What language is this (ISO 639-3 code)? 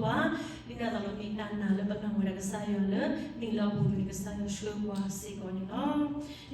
ksw